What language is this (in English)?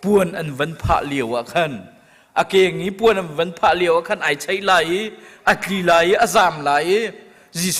Hakha Chin